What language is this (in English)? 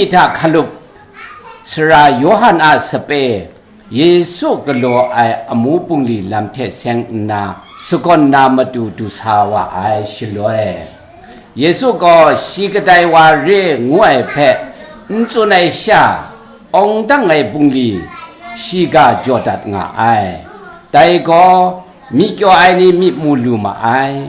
Kachin